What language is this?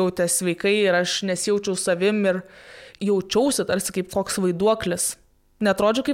Lithuanian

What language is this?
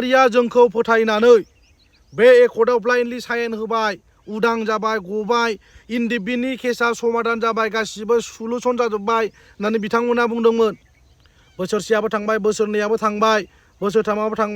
Bodo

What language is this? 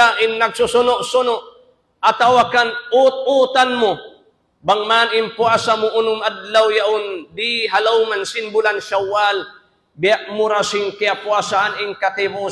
Tausug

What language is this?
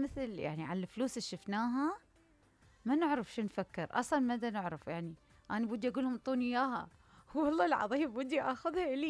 Mesopotamian Arabic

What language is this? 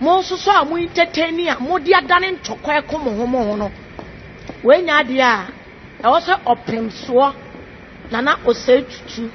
Akan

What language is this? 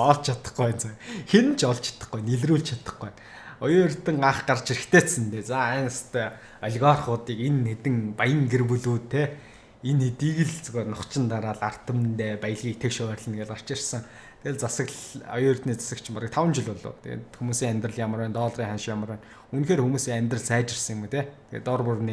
Mongolian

